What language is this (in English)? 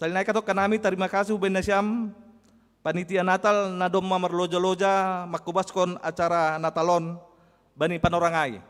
Batak Simalungun